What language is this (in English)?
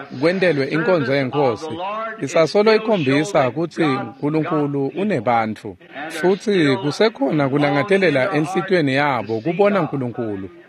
Swati